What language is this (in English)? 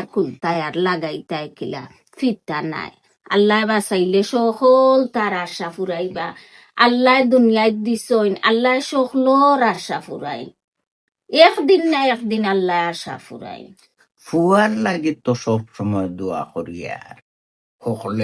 Sylheti